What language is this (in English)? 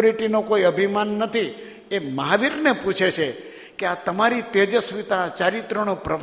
Gujarati